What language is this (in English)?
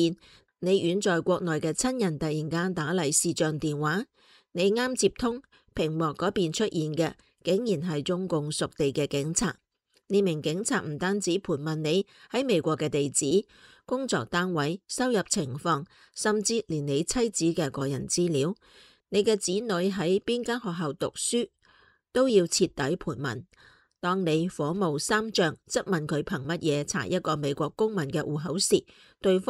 Cantonese